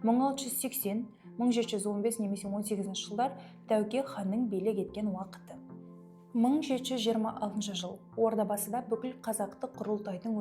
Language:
Kazakh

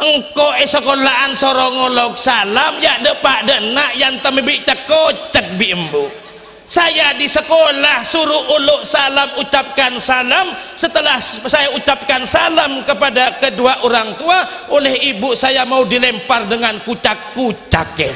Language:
Madurese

